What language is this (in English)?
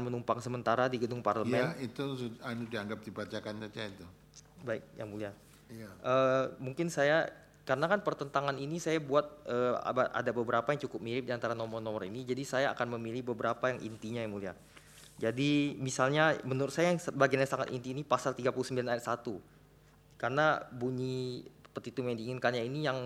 Indonesian